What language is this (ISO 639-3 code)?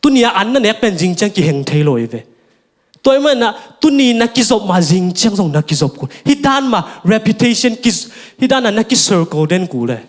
ctd